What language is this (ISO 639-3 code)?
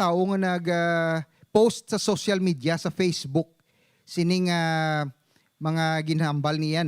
hil